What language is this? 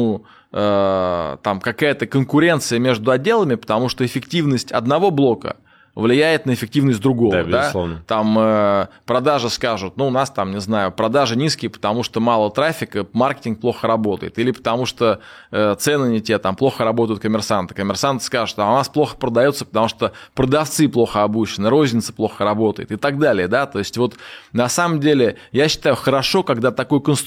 Russian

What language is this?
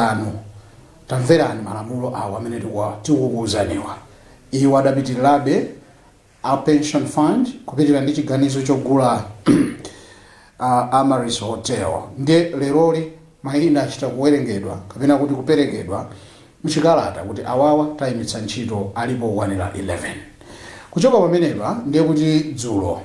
Nyanja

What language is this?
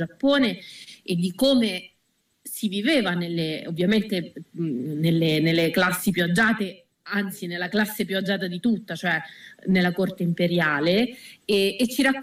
Italian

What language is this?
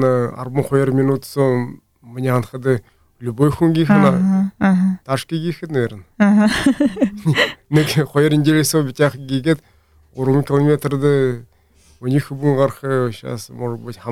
Buriat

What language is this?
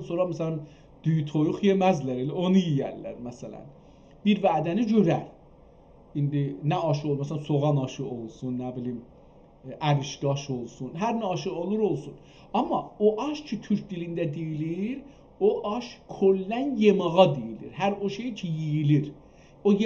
South Azerbaijani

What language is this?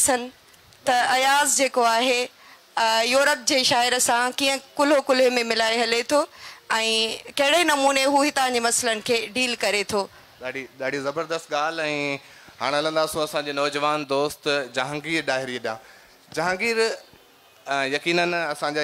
Sindhi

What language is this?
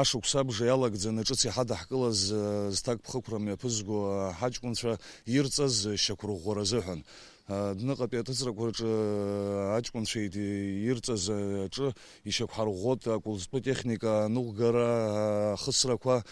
Abkhazian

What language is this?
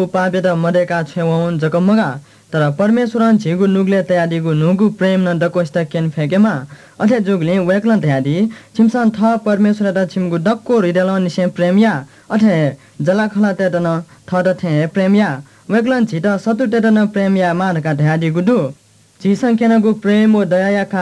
Newari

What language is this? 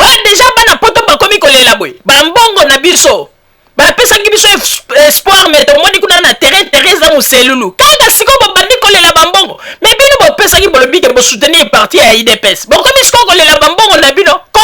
Lingala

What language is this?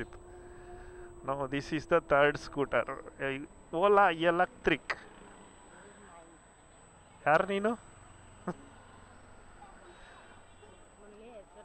Kannada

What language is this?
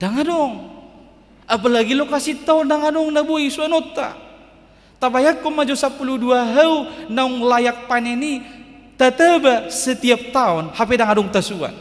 Batak Toba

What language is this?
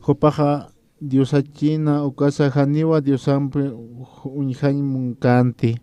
Aymara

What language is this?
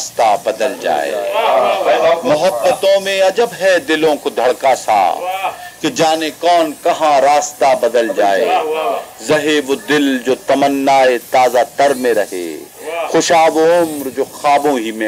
Urdu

